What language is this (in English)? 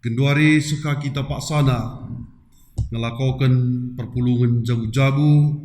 Batak Karo